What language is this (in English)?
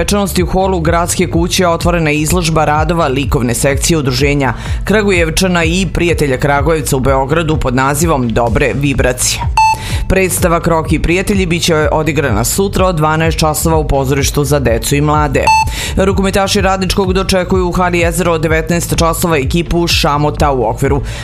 Serbian